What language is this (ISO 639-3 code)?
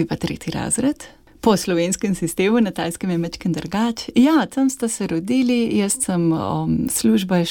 slv